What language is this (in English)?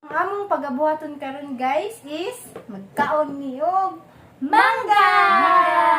Cebuano